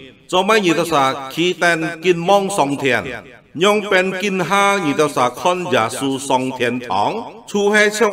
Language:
Hakka Chinese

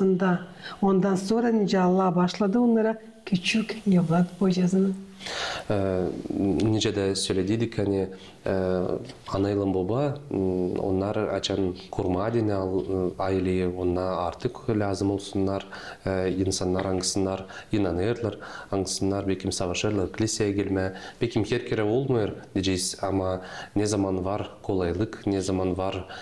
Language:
Gagauz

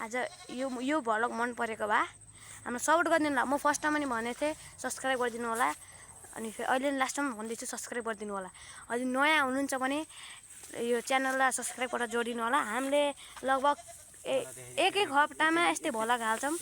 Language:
Nepali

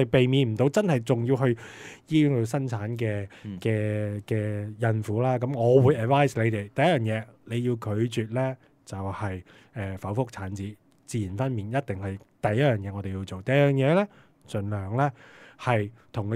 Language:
Cantonese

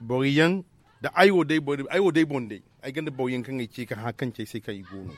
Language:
Zarma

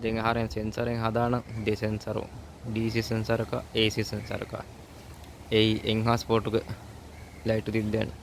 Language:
Divehi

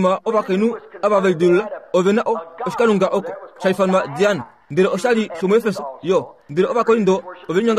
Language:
Kuanyama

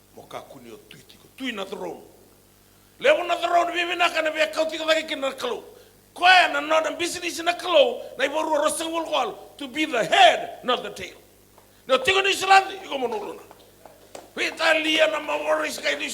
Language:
Fijian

